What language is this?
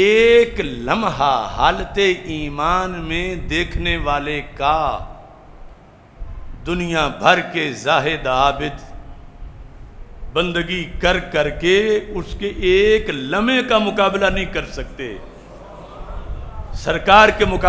Urdu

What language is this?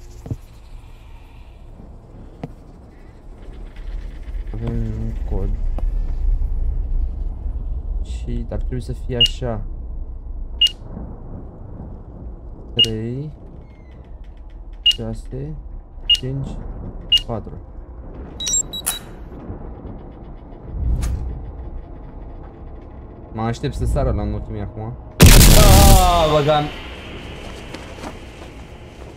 Romanian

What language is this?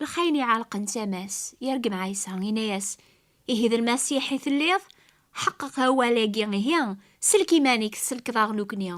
Kabyle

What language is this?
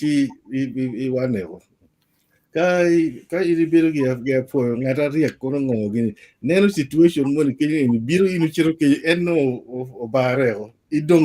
Acoli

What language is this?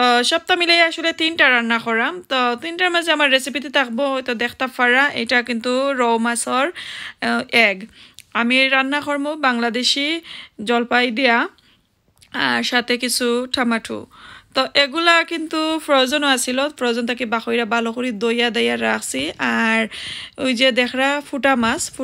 Sylheti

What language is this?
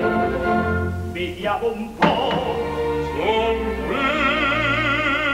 Italian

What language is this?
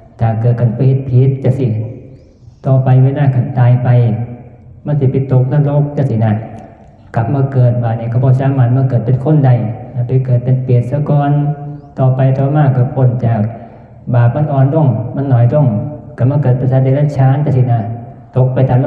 Northeastern Thai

